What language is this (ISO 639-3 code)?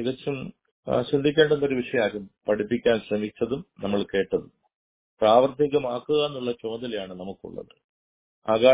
mal